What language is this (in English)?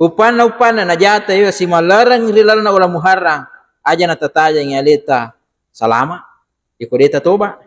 Buginese